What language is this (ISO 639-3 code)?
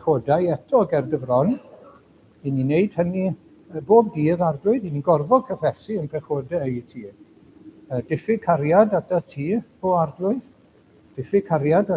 cym